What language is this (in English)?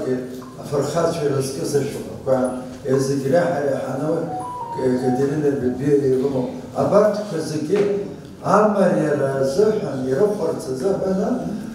Abkhazian